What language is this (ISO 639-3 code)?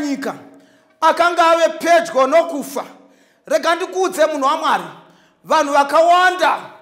sna